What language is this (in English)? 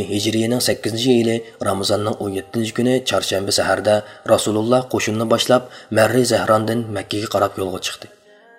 Uyghur